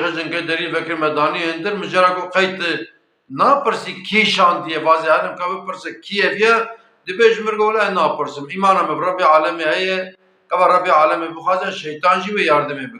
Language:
Kurdish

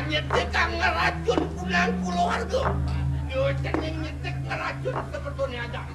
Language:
Balinese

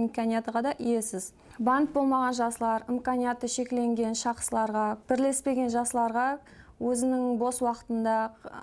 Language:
Kara-Kalpak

